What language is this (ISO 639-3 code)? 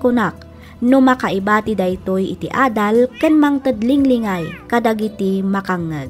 ilo